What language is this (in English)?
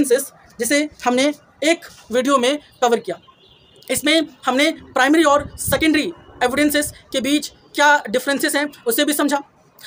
Hindi